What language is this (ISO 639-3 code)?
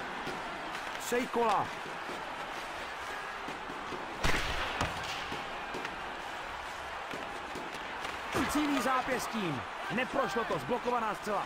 ces